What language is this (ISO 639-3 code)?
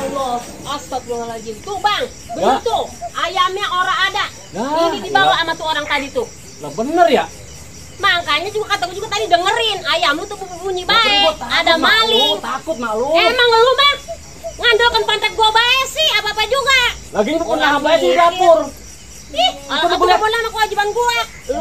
bew